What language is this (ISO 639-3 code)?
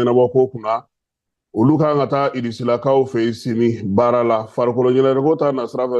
bam